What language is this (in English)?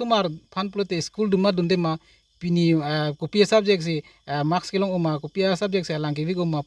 Karbi